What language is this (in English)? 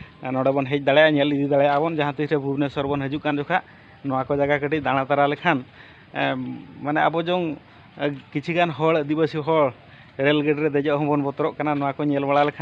Santali